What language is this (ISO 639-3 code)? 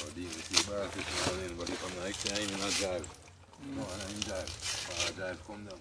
jam